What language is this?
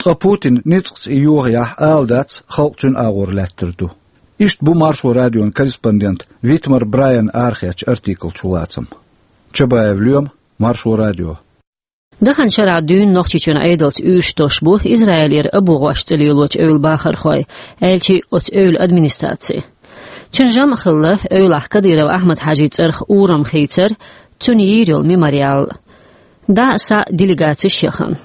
Chechen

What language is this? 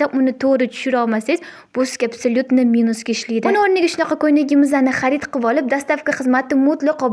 Uzbek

